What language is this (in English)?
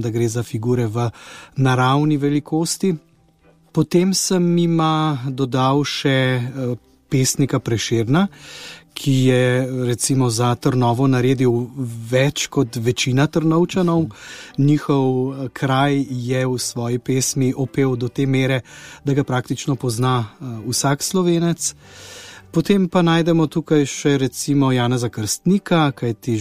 Slovenian